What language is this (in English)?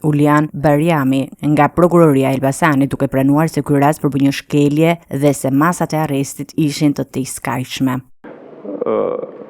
Albanian